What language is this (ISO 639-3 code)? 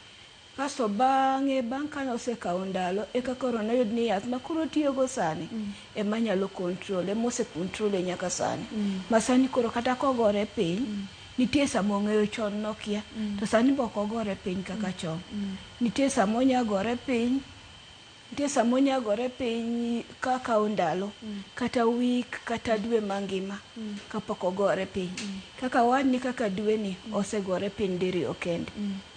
luo